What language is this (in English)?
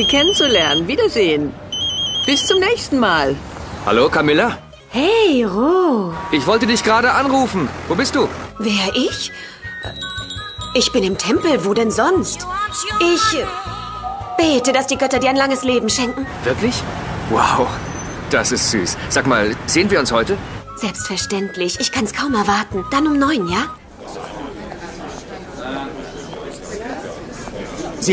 German